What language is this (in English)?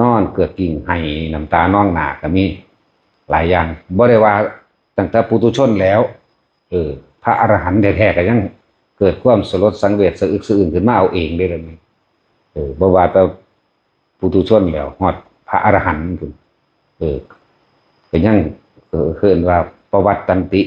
Northeastern Thai